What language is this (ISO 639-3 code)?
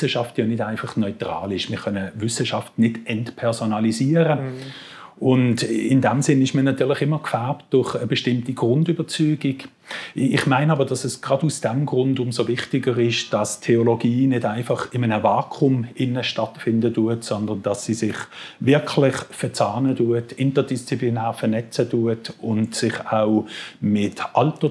gsw